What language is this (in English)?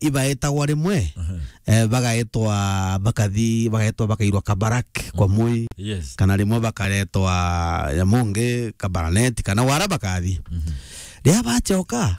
Meru